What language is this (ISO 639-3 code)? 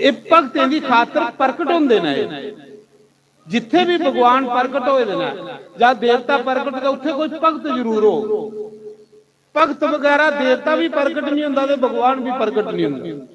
doi